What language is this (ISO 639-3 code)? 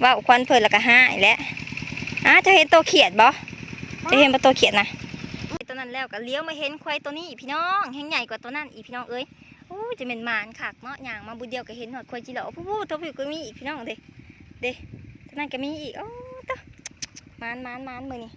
lao